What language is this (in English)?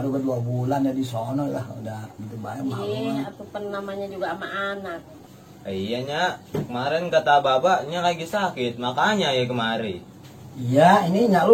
Betawi